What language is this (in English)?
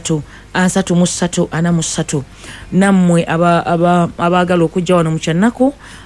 Ganda